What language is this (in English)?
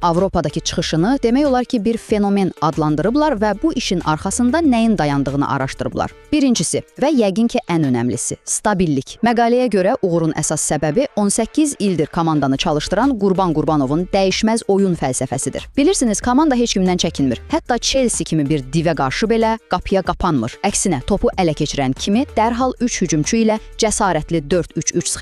Azerbaijani